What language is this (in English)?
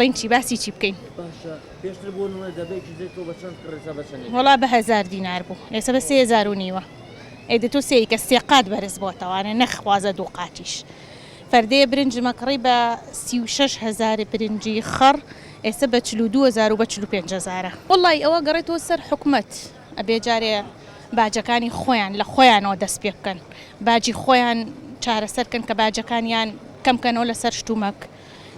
Central Kurdish